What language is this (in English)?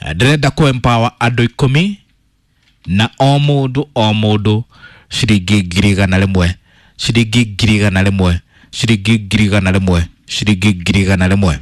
Kikuyu